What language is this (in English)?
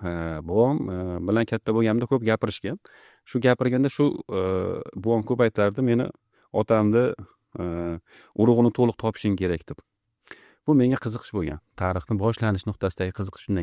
Uzbek